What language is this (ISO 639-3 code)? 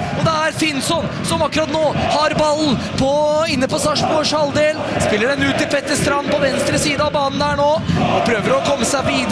nor